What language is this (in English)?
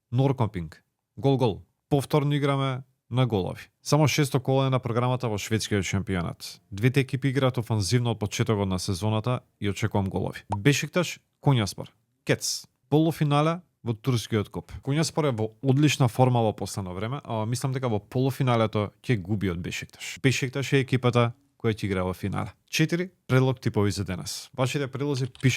Macedonian